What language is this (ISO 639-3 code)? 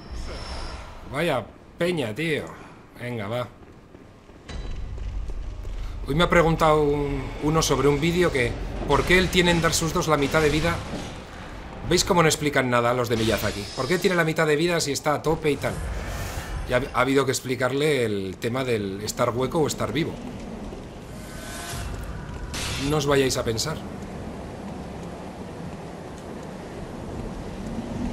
spa